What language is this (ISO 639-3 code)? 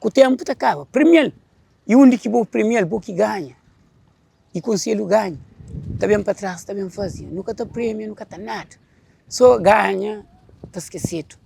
kea